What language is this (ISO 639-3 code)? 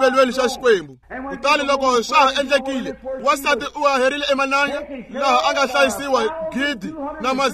tso